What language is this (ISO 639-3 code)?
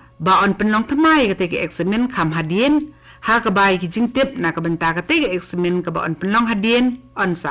kha